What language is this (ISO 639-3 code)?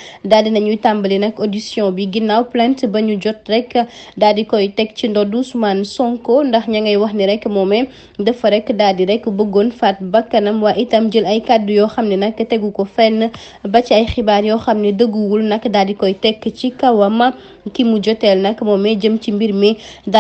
wol